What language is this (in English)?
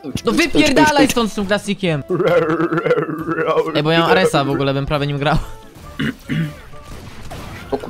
Polish